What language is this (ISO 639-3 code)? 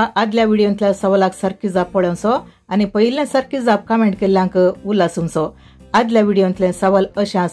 kok